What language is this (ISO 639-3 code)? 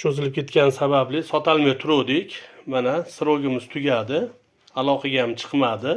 uzb